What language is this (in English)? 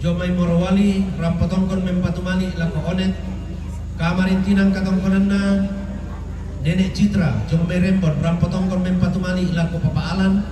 Toraja-Sa'dan